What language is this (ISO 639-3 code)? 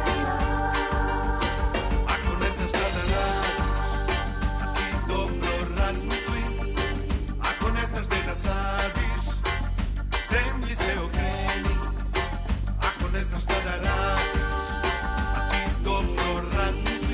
srp